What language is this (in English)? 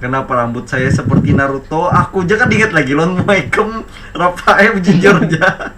Banjar